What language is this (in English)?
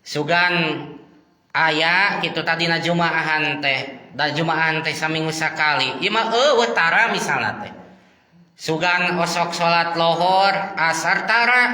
Sundanese